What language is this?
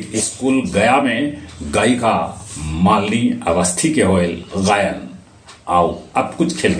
Magahi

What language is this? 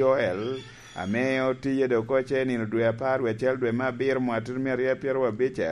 Lango (Uganda)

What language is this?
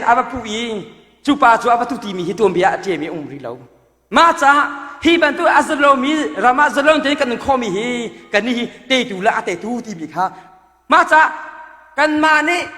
Hakha Chin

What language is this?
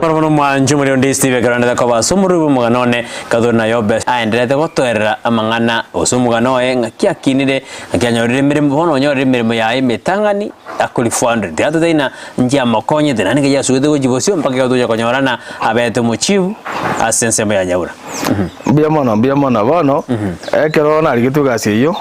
Gusii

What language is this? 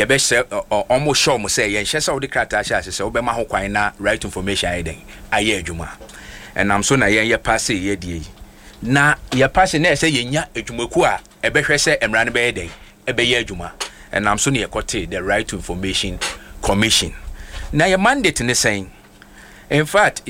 Akan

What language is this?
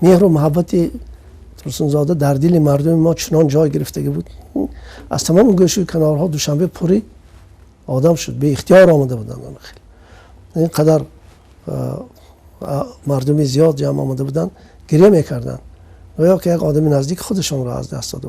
Tajik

